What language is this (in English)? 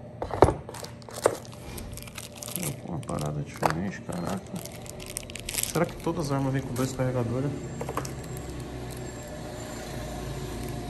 Portuguese